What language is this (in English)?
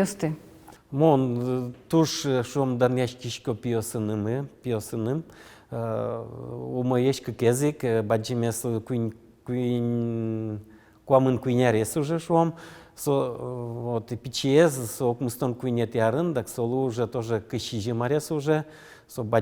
Udmurt